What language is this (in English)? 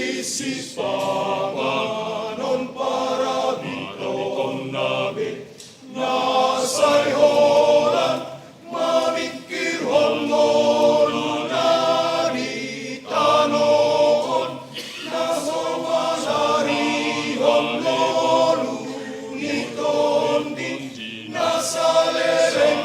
Batak Toba